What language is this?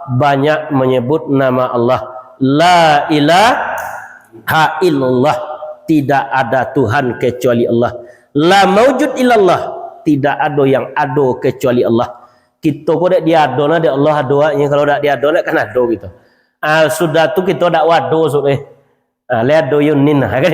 Minangkabau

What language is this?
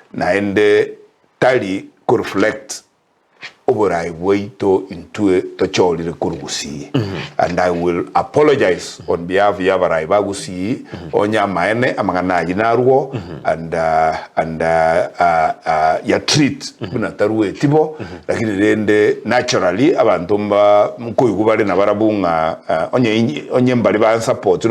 Gusii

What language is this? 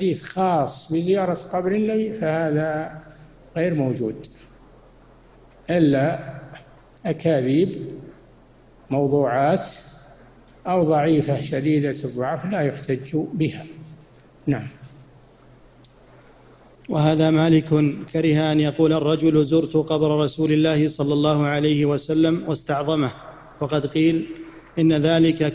Arabic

